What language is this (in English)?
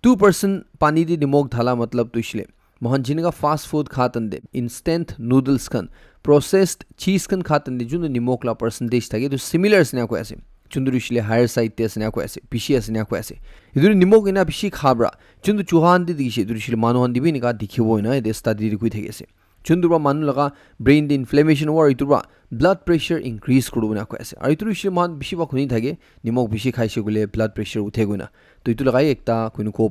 Naga Pidgin